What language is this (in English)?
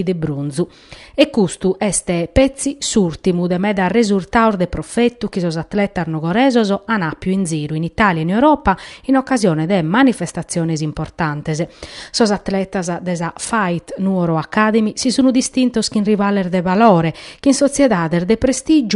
Sardinian